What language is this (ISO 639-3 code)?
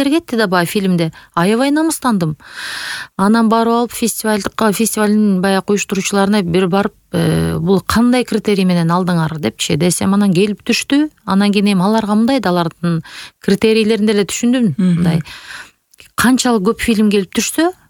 kir